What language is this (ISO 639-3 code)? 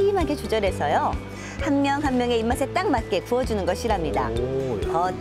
kor